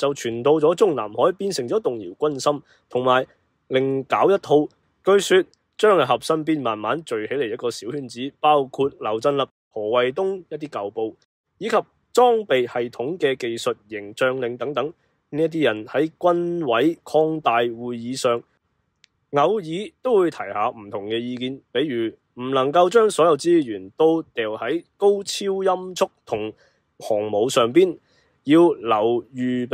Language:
Cantonese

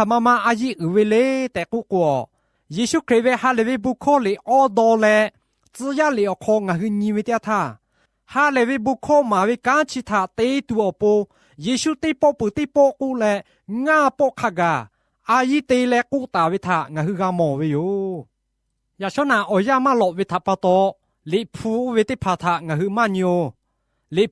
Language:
Lahu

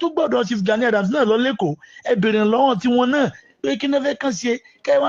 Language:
Yoruba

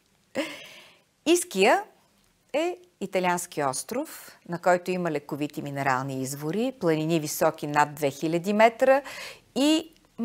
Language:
Bulgarian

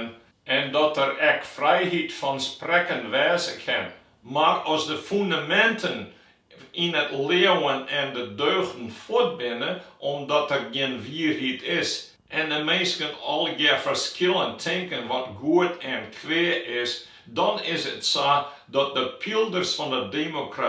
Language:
Western Frisian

